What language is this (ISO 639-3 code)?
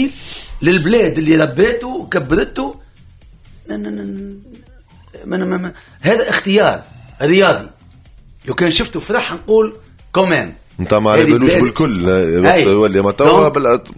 aeb